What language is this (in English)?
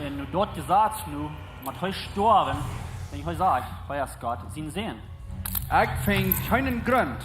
Plautdietsch